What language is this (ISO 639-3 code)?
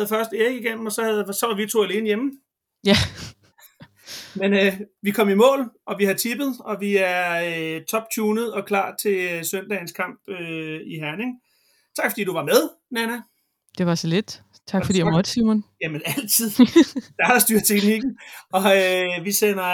dan